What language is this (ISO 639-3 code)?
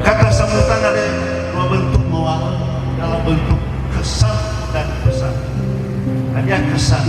nia